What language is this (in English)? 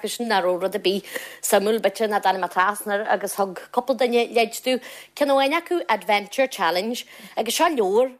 Irish